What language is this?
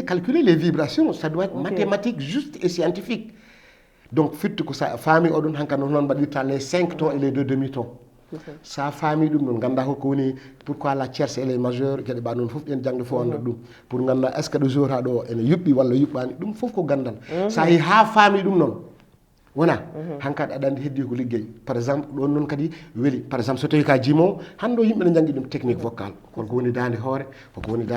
Fula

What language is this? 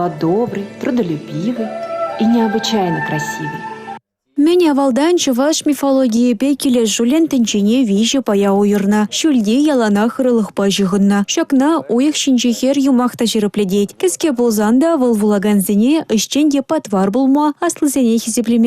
Chuvash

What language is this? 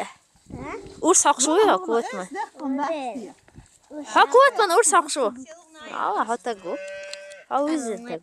Chechen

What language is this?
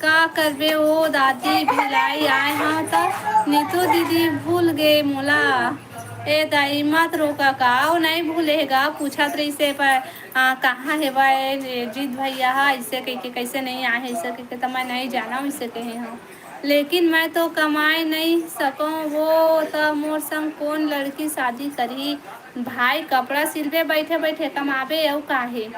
Chhattisgarhi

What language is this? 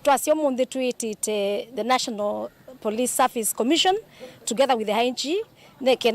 Kamba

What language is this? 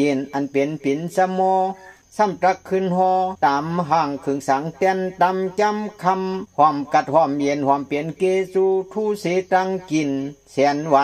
Shan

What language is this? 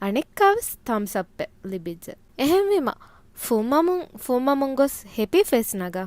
Divehi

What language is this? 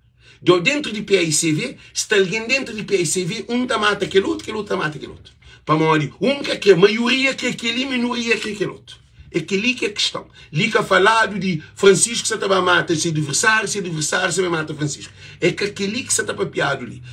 Kabuverdianu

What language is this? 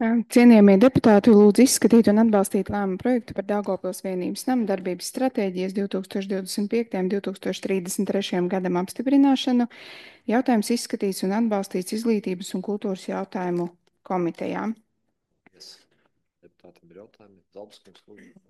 Latvian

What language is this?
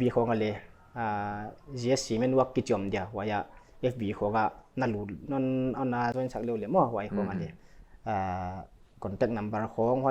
Paite Chin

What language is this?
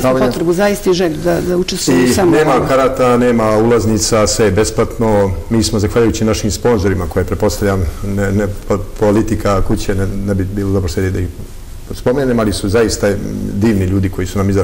Serbian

